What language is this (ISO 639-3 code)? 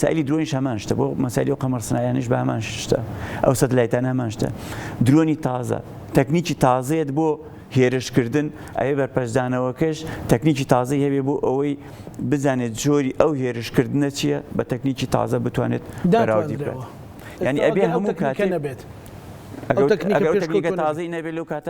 ckb